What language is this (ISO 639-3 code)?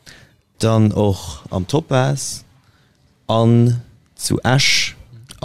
ltz